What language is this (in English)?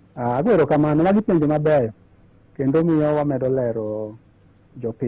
Luo (Kenya and Tanzania)